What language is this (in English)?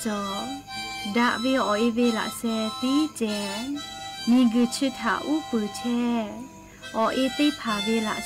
Lahu